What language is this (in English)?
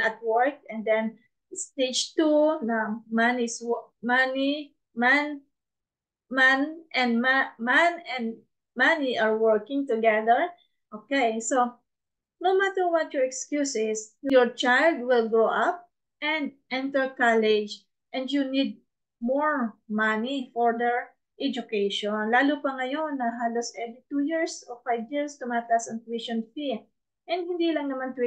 Filipino